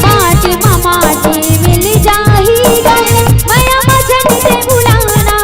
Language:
Chhattisgarhi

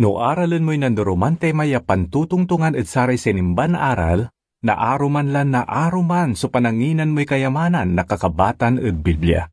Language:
Pangasinan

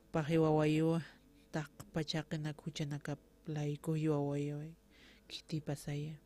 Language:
Aymara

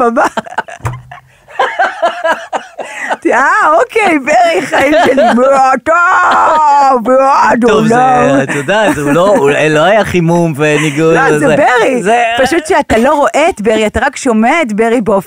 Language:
Hebrew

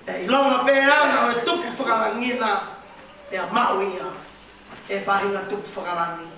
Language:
Tongan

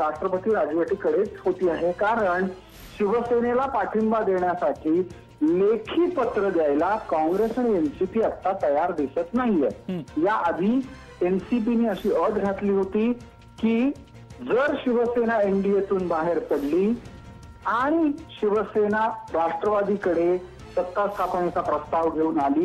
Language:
Marathi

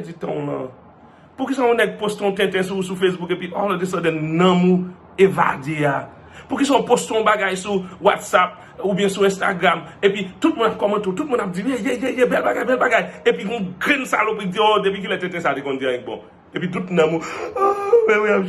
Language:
Haitian Creole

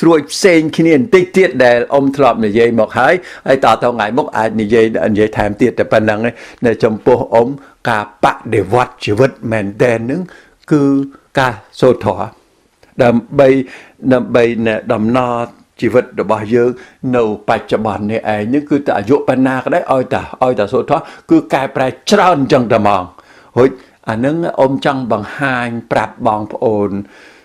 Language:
Khmer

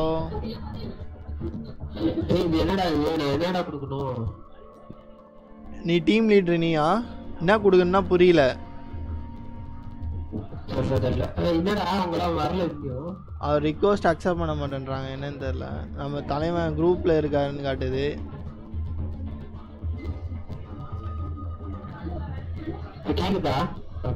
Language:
Tamil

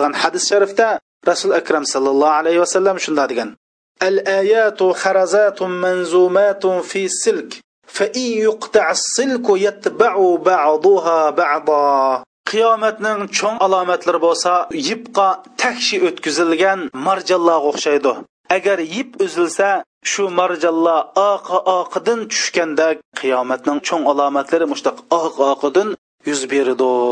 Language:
Uyghur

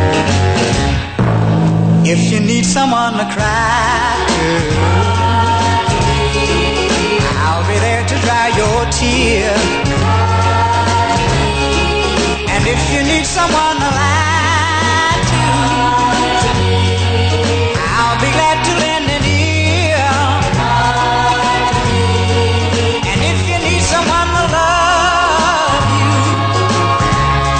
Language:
English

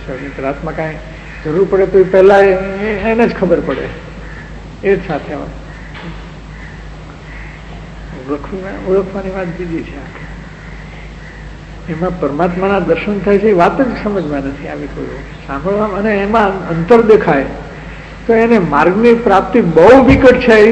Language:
Gujarati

